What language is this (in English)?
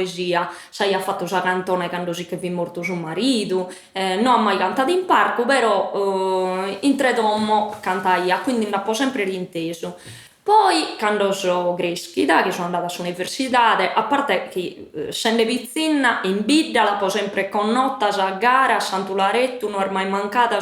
Sardinian